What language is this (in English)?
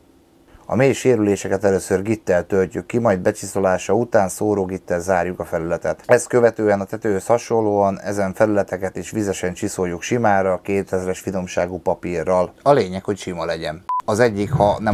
Hungarian